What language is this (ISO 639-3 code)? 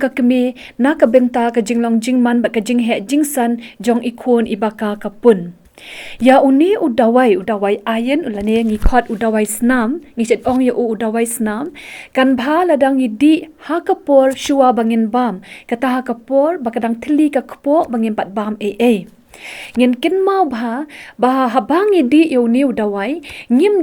kha